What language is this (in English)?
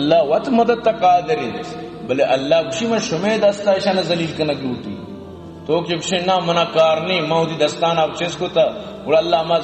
Eastern Balochi